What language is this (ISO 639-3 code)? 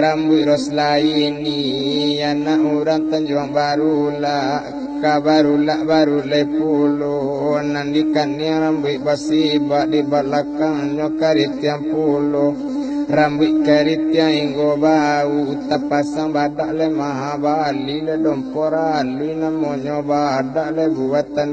min